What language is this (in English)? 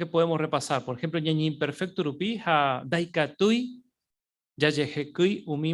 Guarani